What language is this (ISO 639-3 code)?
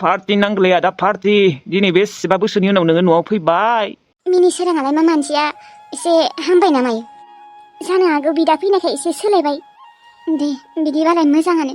brx